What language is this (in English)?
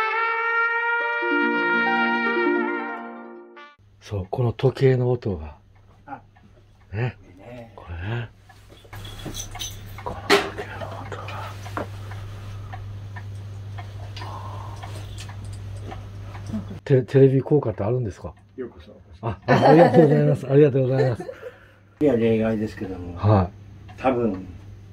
Japanese